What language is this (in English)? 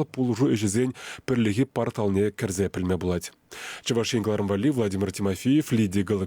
Chuvash